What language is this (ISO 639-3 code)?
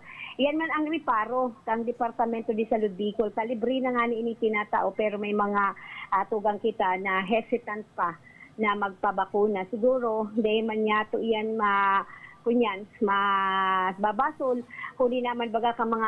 bik